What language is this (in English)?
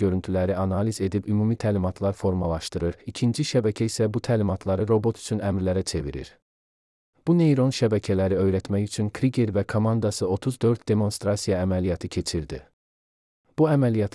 Azerbaijani